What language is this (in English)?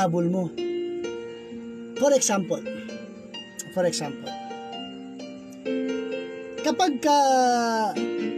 Filipino